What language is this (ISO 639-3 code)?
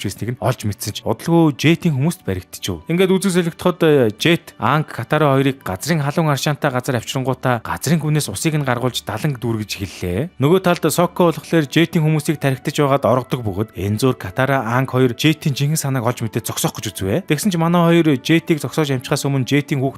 mon